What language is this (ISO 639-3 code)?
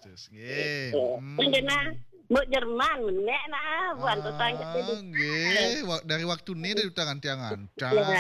ban